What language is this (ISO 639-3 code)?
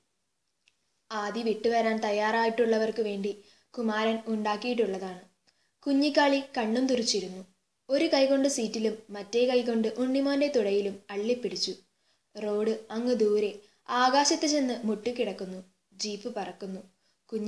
mal